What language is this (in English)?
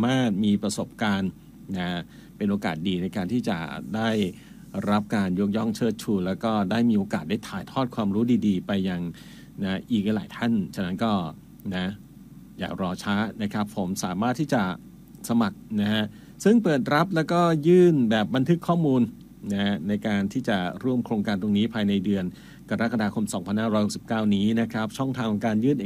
Thai